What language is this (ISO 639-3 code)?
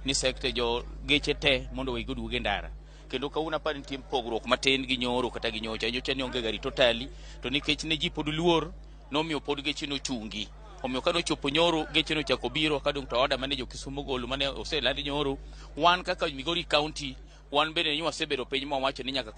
luo